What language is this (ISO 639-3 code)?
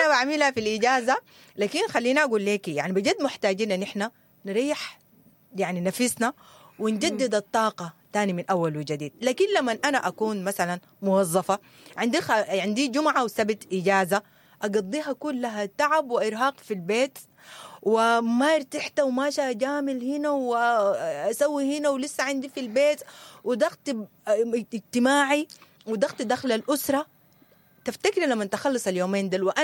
apd